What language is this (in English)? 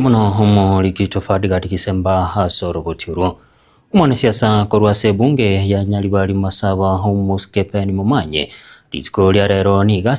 Gusii